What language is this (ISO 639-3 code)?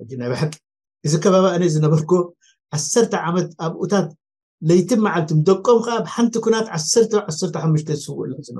tir